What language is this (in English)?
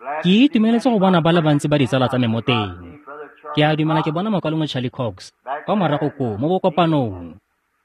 Tswana